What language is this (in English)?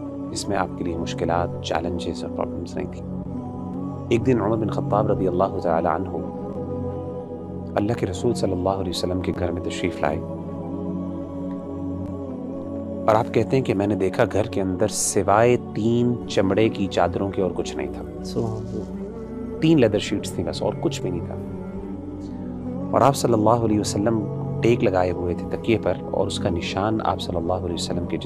Urdu